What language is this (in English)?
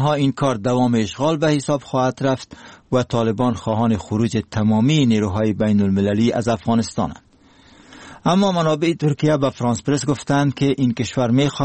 Persian